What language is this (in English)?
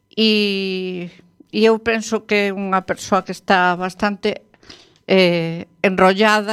Galician